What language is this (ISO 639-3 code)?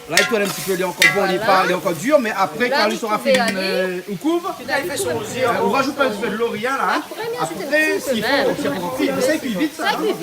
rcf